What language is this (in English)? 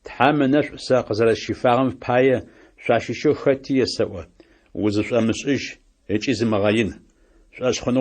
Adyghe